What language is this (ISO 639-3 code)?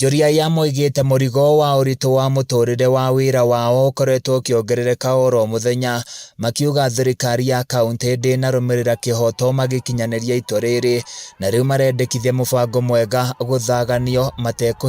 kik